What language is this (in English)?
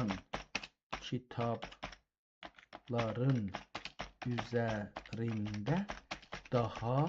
South Azerbaijani